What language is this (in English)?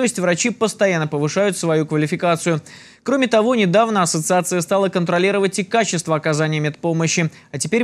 Russian